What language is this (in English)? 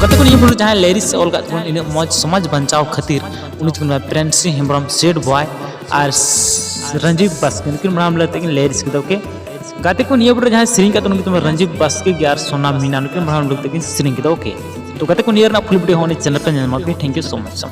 Santali